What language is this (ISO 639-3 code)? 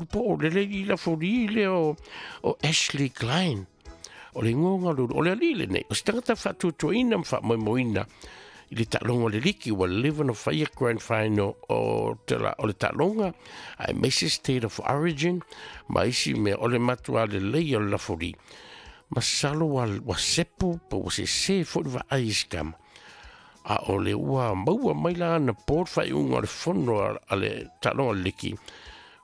smo